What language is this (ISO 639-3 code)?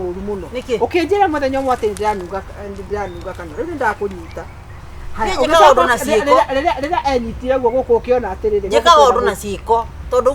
kik